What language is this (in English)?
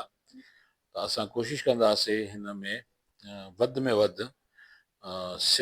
Sindhi